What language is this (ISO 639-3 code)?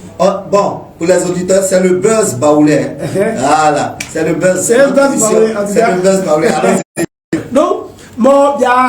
bci